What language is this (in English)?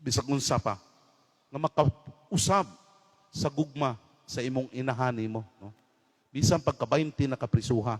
Cebuano